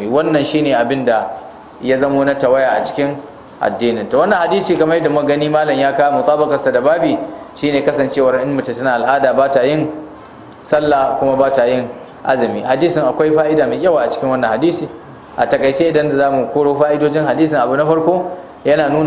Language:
Hausa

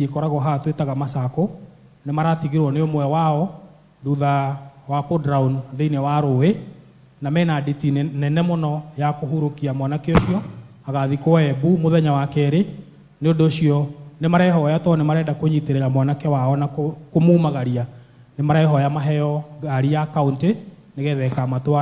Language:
Kikuyu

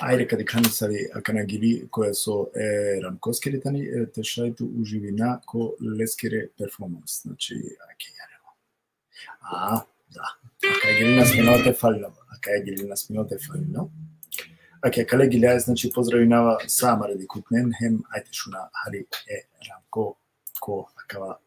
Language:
Balkan Romani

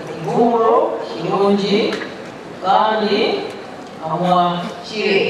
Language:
Nyankole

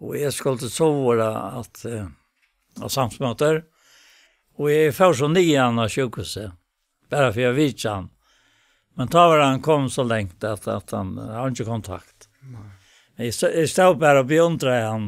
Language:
Faroese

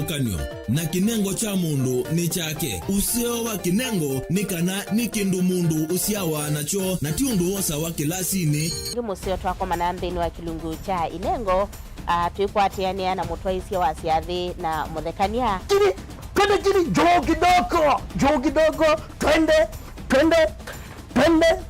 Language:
Kamba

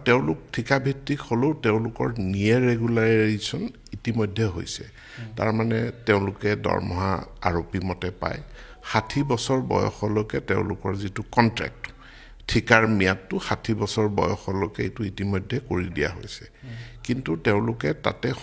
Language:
Assamese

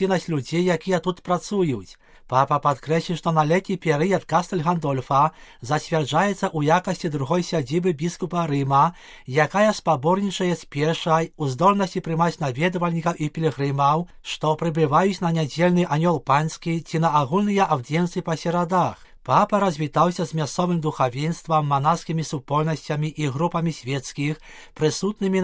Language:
Belarusian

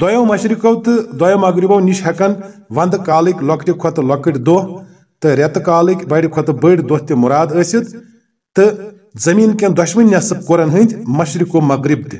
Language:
Kashmiri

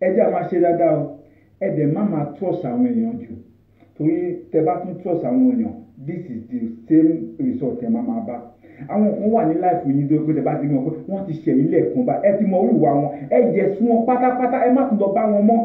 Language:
Yoruba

